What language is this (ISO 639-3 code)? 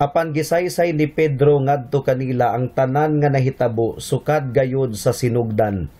ceb